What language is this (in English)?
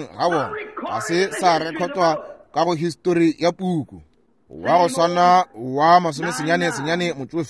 Northern Sotho